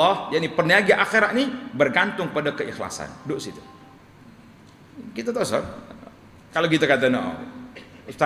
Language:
Malay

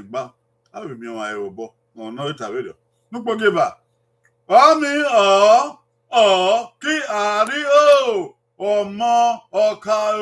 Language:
Bini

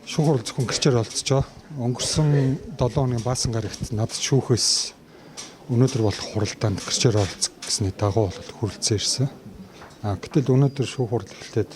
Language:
Mongolian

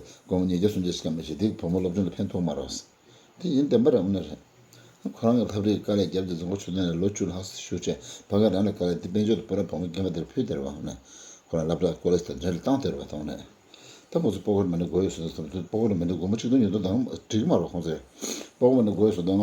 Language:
Tibetan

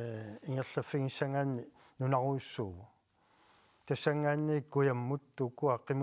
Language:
Kalaallisut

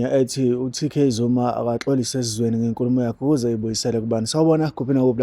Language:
Zulu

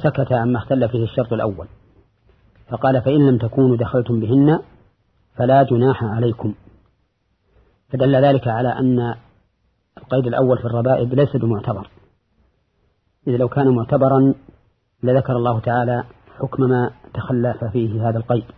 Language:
Arabic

